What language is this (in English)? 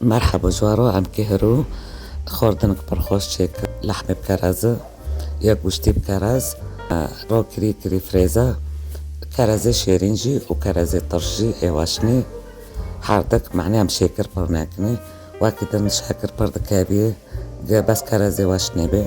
Kurdish